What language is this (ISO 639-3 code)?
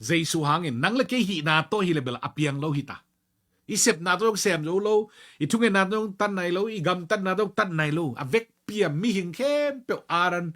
ctd